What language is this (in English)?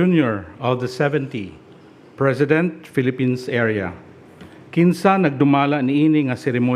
Cebuano